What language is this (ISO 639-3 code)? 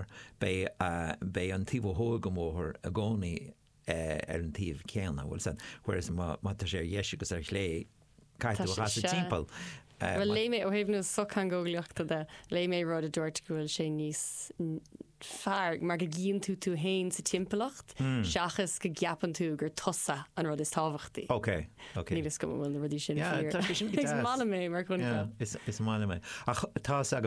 gle